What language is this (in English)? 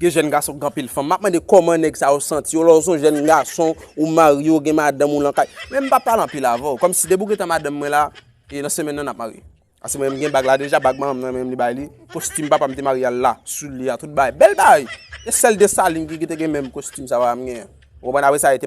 Haitian Creole